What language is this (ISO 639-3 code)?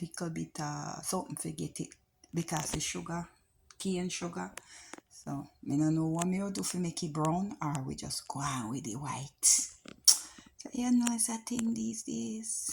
jam